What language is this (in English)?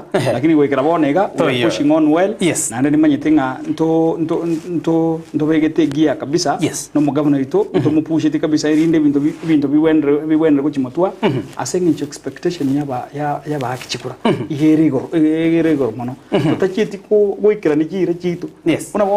Gusii